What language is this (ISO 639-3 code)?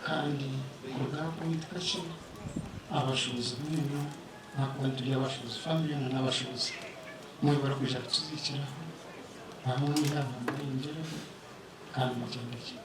nyn